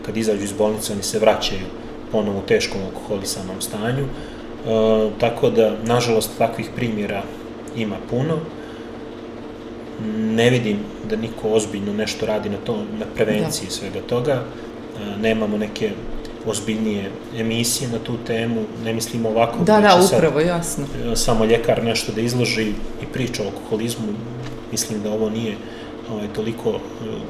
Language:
Serbian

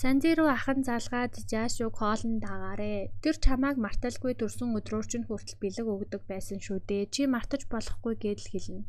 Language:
Mongolian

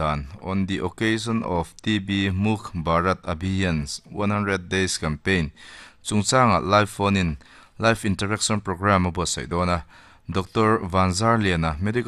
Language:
Mizo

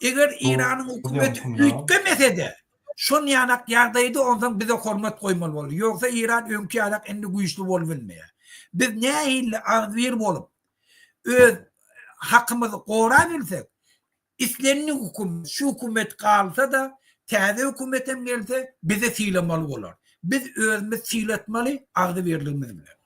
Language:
Turkmen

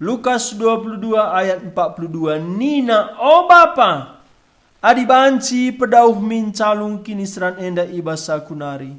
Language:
Batak Karo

